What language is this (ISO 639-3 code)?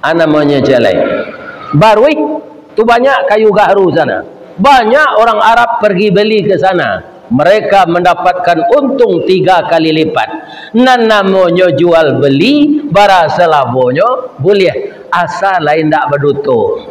min